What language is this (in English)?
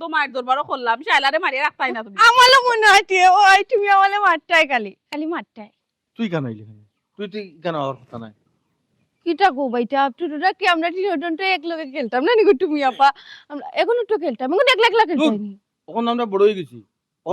Sylheti